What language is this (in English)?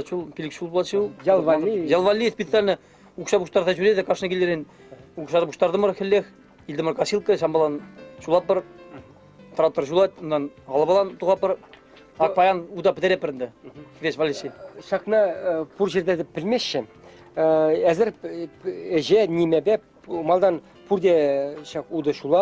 Chuvash